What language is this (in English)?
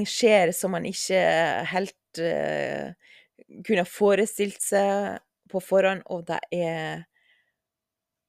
Norwegian